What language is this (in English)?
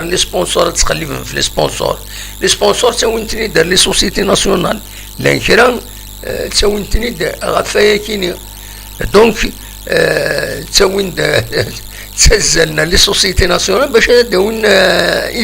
Kabyle